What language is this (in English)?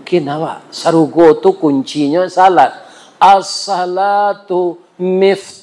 Minangkabau